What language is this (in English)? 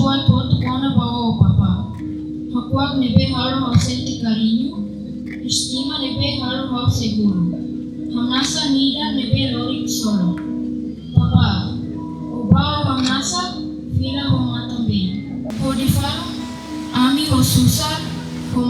Tetum